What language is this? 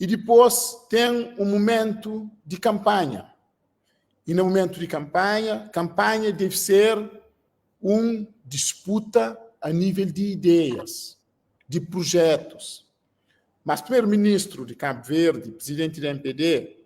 Kabuverdianu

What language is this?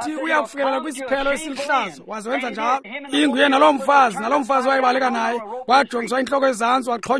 Xhosa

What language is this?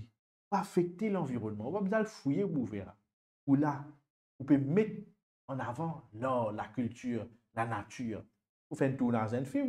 Morisyen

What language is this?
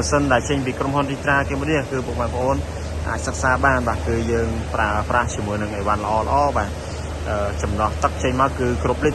Khmer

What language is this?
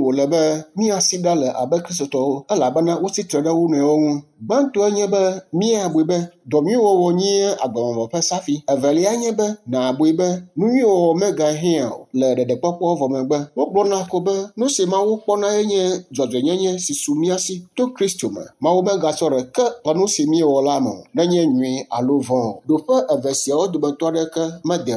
Ewe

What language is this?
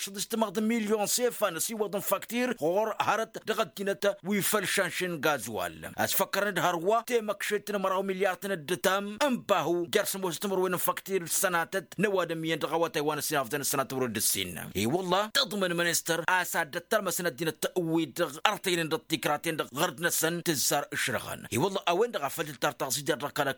Tamasheq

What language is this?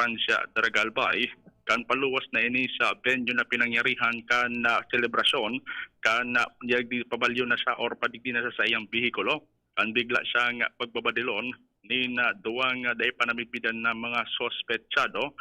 Bikol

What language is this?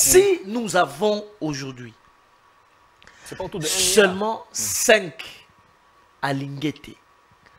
French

